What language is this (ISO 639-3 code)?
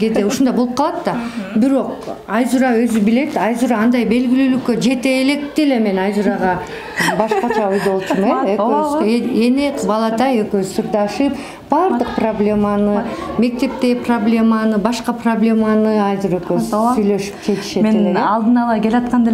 kir